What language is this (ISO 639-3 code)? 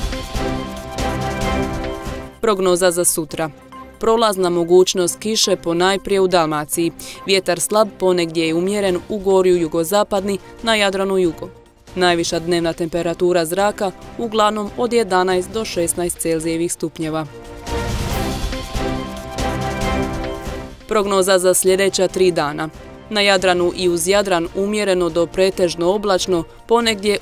hrv